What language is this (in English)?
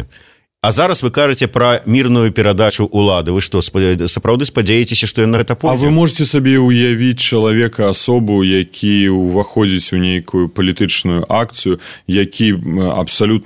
Belarusian